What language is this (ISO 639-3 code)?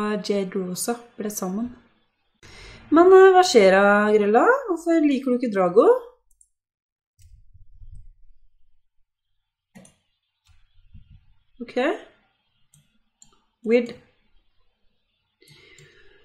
nor